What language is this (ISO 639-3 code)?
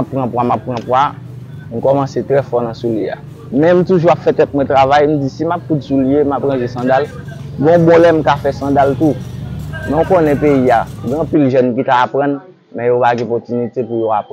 hat